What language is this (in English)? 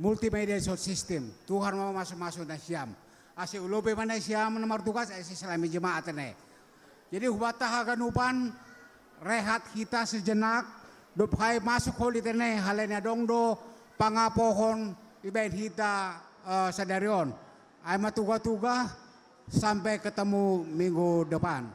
Batak Simalungun